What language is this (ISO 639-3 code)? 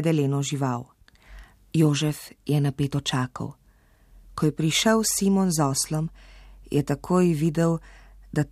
slv